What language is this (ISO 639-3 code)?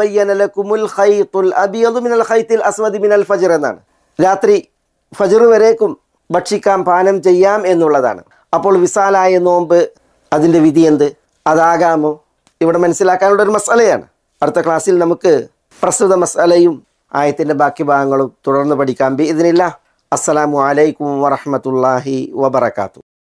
mal